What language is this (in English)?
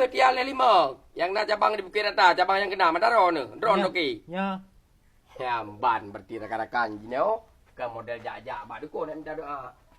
Achinese